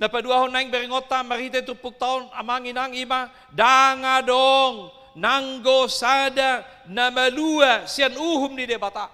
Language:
Batak Toba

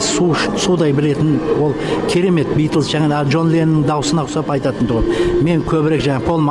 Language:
Kazakh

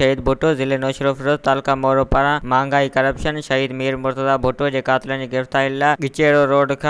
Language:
Sindhi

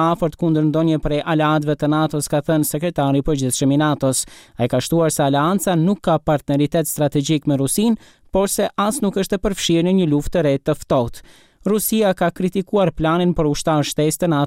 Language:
Albanian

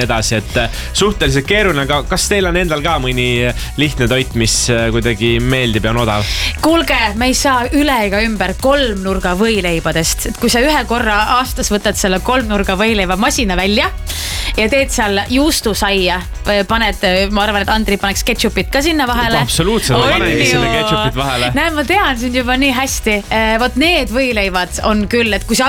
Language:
Estonian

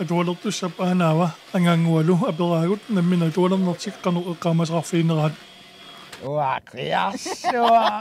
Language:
Kalaallisut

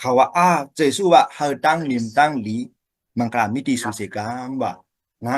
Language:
Shan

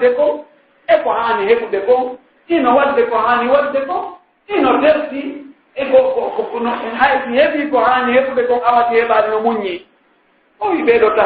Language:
Pular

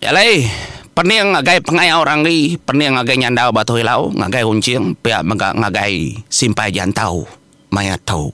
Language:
Iban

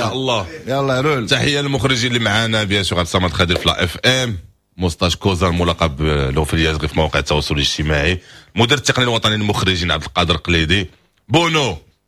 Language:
Moroccan Arabic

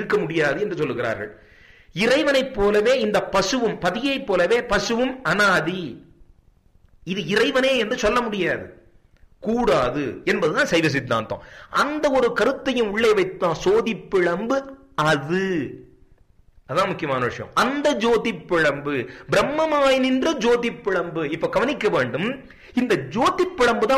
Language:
Tamil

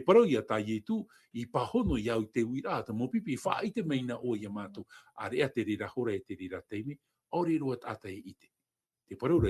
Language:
Tahitian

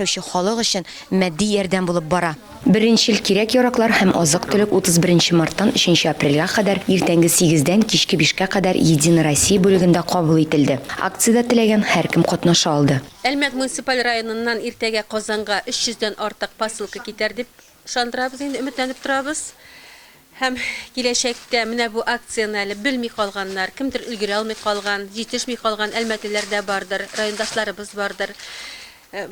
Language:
Tatar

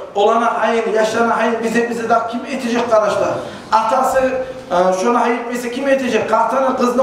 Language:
Kumyk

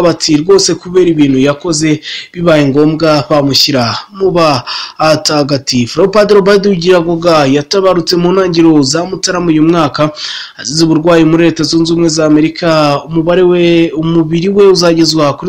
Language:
Kinyarwanda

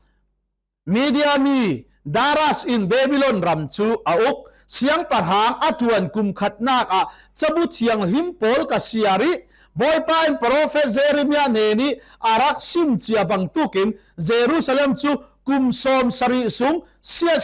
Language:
Falam Chin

